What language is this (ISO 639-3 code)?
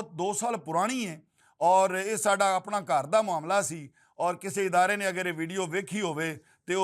lah